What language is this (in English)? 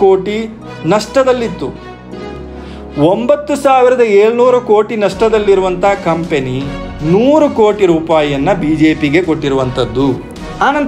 Kannada